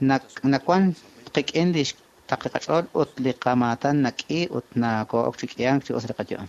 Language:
Kekchí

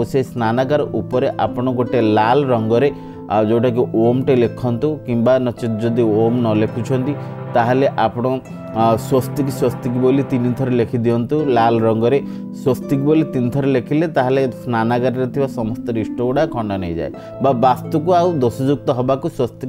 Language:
Odia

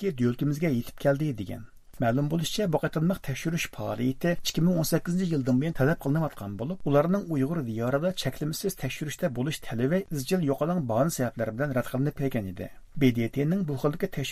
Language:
Uyghur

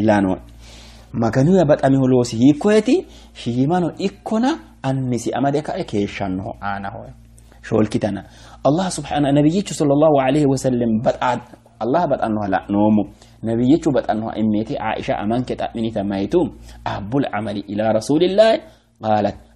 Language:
Sidamo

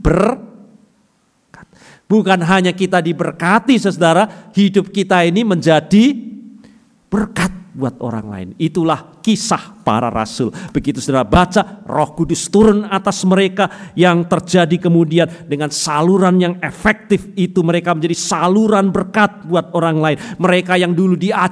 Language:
Indonesian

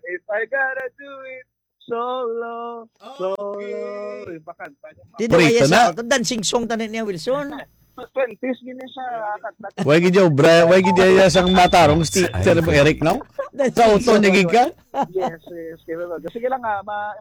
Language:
Hiligaynon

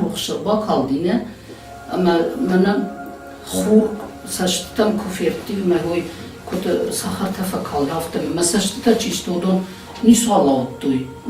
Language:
Ossetic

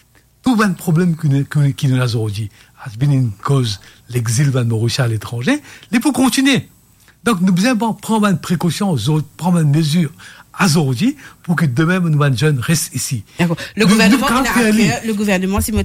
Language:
Morisyen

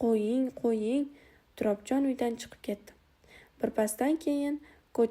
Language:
Uzbek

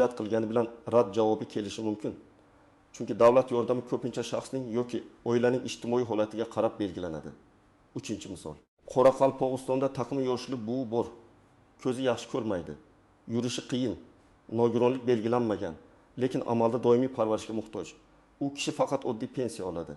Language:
Uzbek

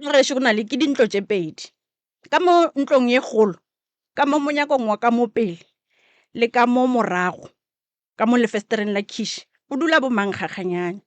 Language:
Northern Sotho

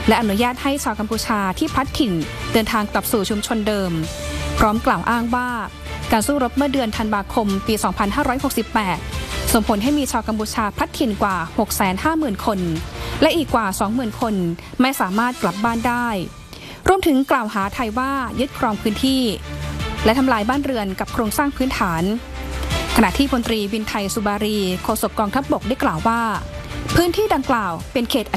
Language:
Thai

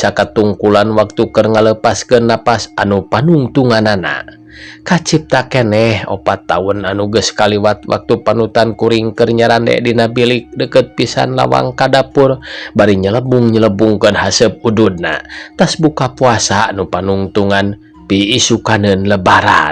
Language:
Sundanese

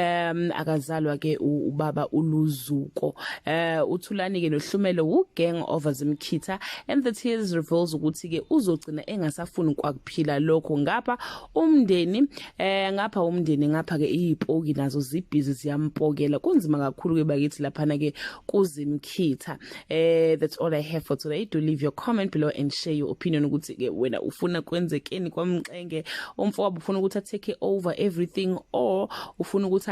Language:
Zulu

